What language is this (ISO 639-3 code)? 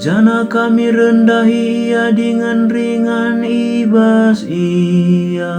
btx